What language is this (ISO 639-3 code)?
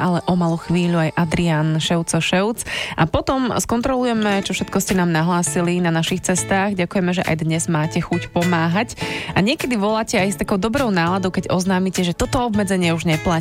slk